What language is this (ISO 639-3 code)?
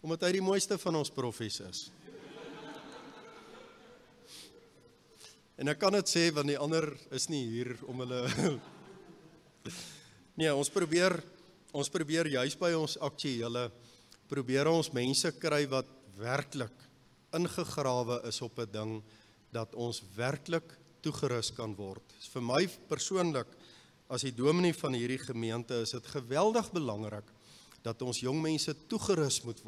afr